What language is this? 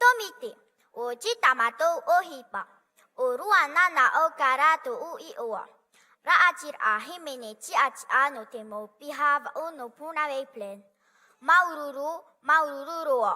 Tahitian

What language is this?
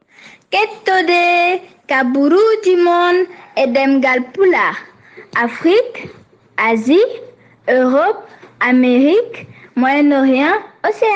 Fula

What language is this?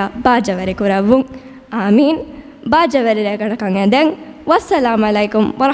Divehi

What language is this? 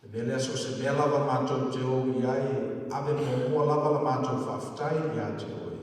Samoan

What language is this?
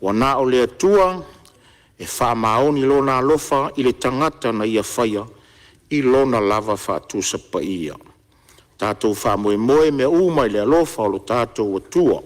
Samoan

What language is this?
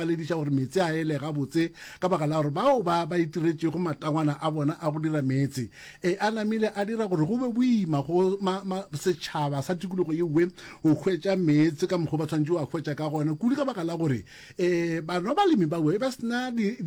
Northern Sotho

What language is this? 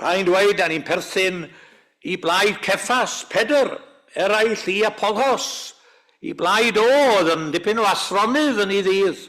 Welsh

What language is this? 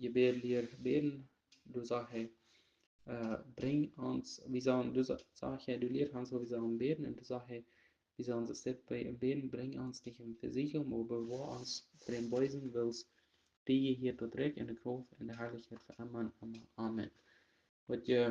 Plautdietsch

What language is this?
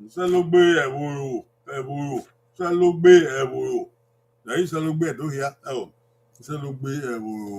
Bini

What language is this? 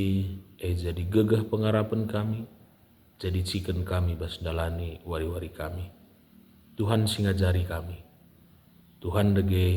Batak Karo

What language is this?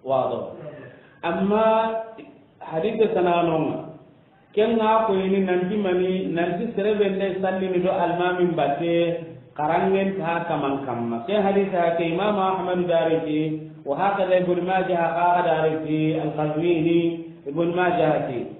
Soninke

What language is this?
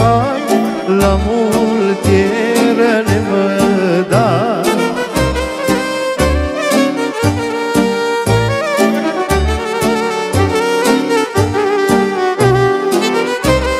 Romanian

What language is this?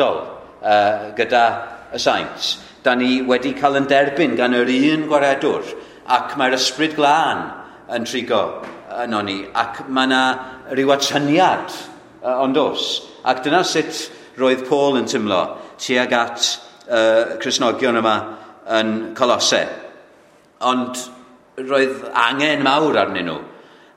Welsh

